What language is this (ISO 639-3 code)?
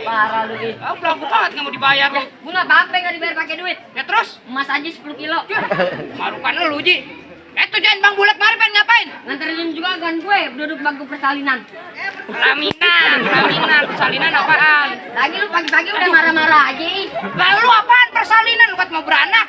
bew